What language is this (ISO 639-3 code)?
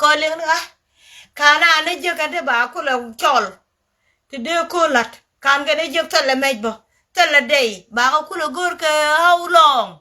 nus